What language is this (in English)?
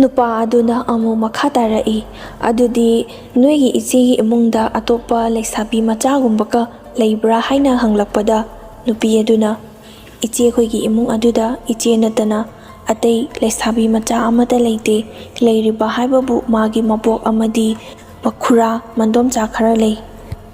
Manipuri